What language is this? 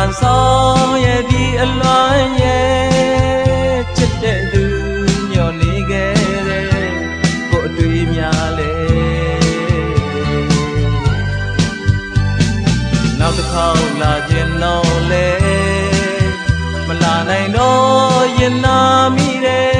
Burmese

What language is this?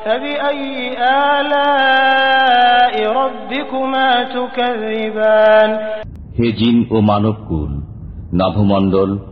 Bangla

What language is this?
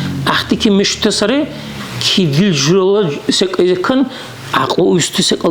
Dargwa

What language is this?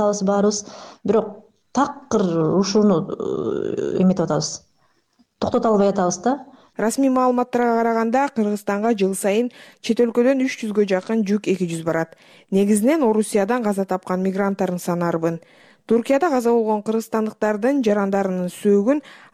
Kyrgyz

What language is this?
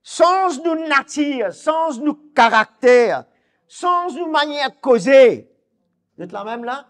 Morisyen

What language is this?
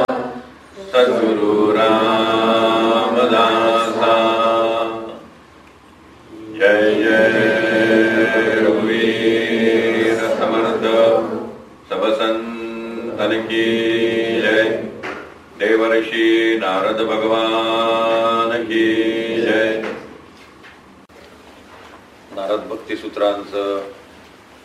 Marathi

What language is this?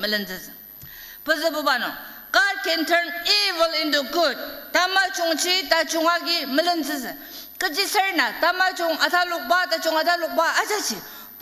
Ao Naga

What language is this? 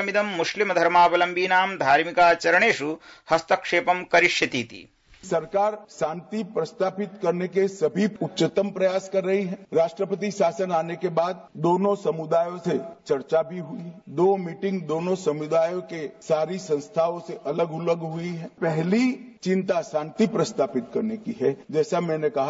Sanskrit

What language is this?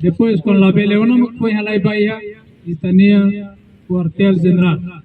Tetum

